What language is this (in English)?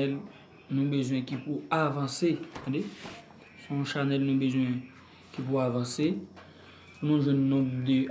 Haitian Creole